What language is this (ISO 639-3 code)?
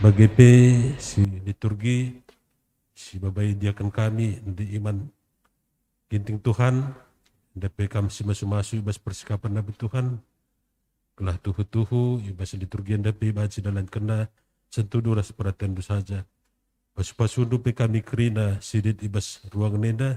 btx